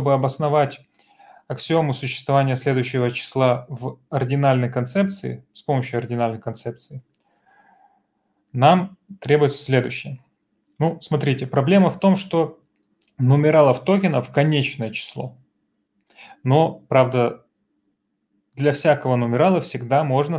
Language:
Russian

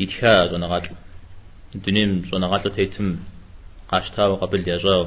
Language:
Kabardian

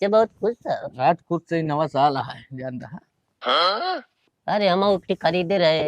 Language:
Awadhi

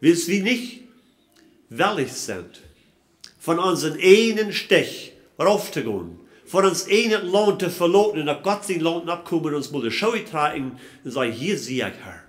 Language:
Plautdietsch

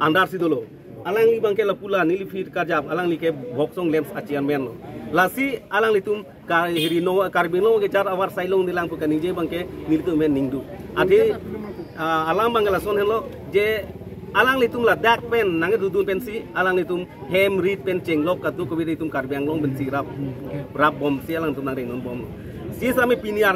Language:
Karbi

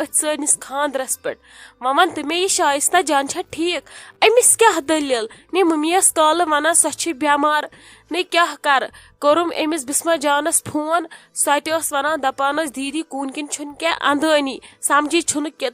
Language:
Kashmiri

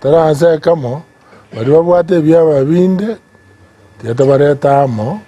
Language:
Gusii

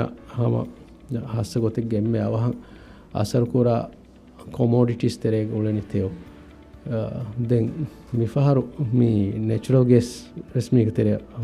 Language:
Divehi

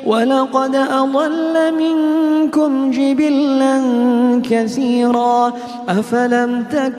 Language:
Arabic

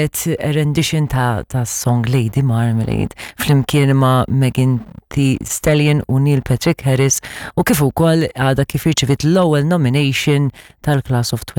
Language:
Maltese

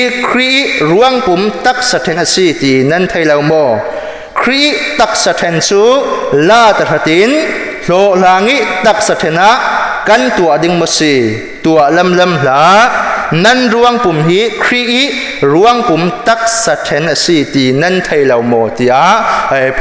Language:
Falam Chin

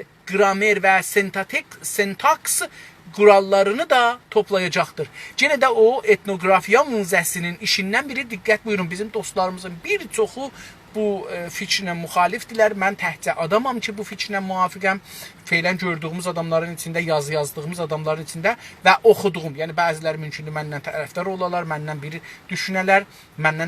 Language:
South Azerbaijani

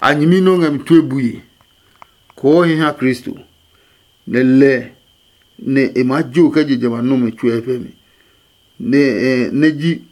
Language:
Adangme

